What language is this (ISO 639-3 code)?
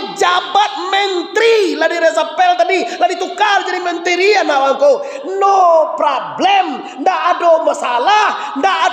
min